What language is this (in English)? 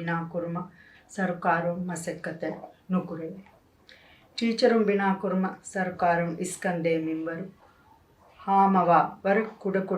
Divehi